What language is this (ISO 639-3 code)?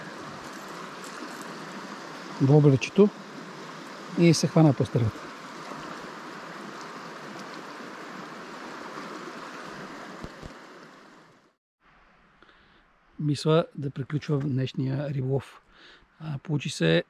bul